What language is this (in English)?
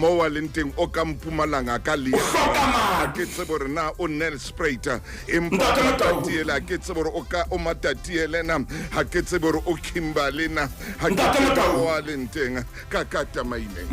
Southern Sotho